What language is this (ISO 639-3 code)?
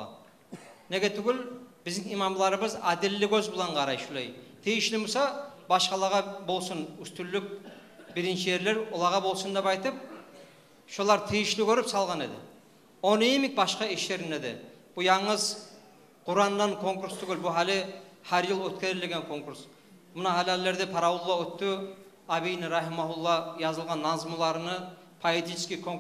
kum